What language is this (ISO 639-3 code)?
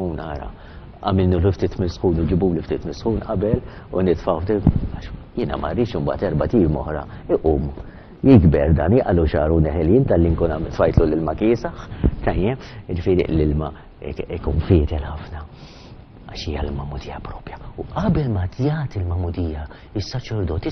mlt